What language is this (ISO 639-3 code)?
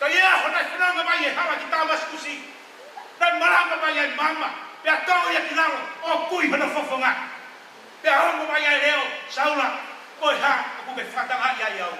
ton